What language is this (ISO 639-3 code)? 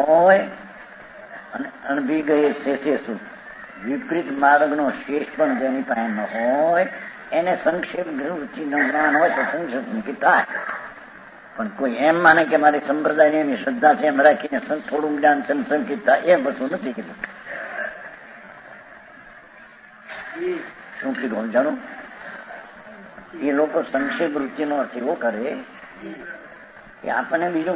guj